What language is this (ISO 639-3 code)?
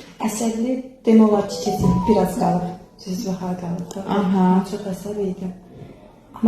aze